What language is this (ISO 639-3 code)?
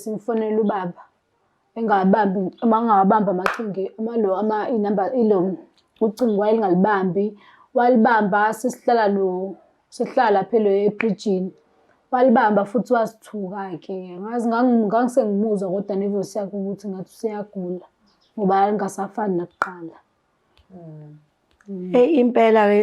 zul